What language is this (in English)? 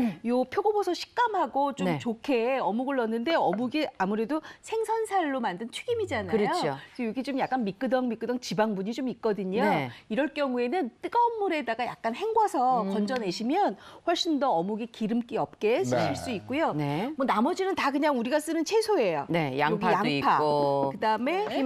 Korean